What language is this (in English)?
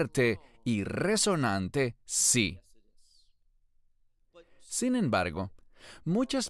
Spanish